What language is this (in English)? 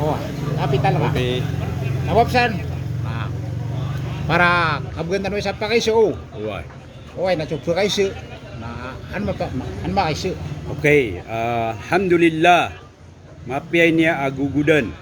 Maranao